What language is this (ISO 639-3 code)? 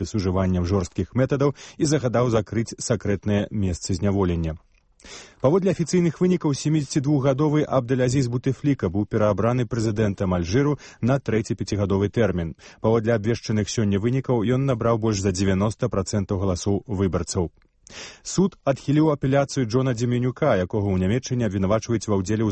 bel